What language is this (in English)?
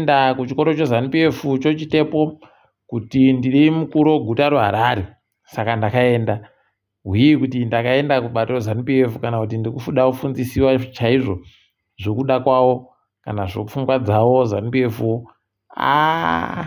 Ndau